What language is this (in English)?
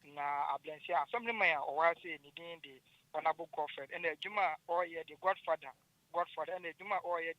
Akan